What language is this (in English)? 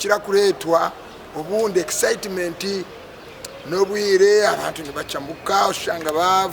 Nyankole